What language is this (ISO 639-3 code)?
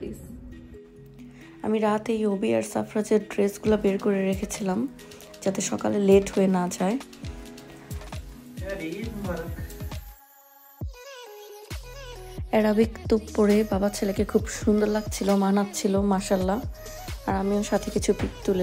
ben